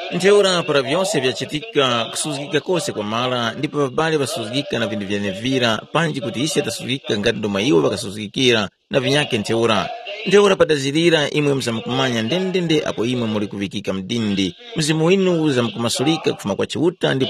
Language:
Tumbuka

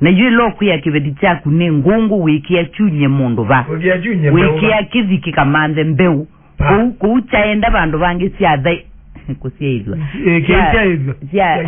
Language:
Kamba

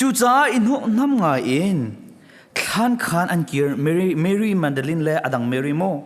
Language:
Hakha Chin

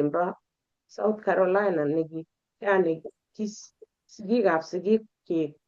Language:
Kalenjin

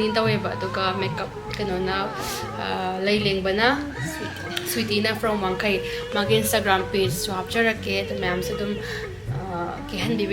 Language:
Manipuri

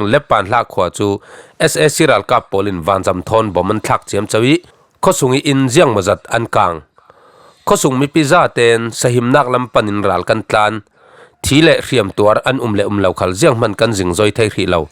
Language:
Falam Chin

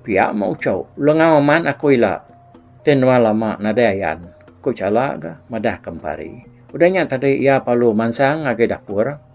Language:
Iban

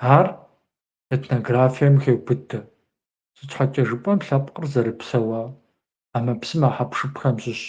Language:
Kabardian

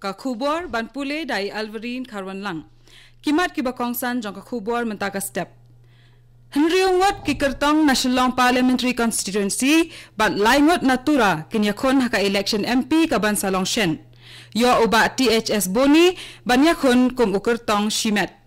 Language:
Khasi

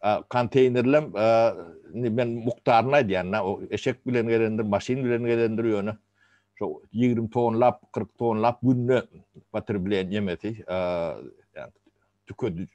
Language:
Turkmen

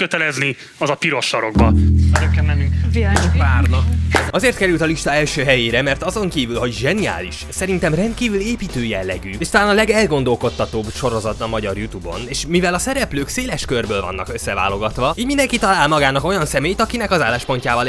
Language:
Hungarian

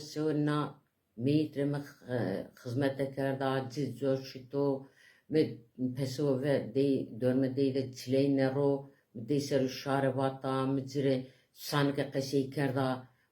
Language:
Zaza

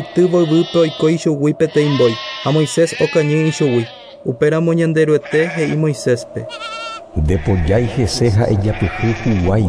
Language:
Guarani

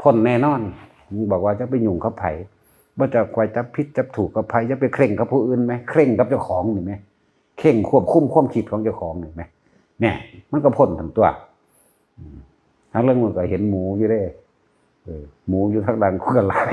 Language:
Northeastern Thai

